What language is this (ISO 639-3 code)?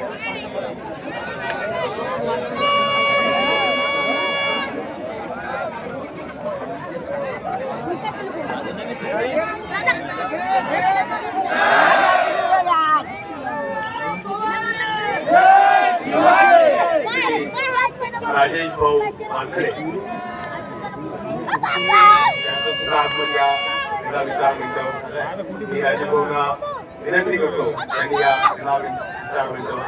mar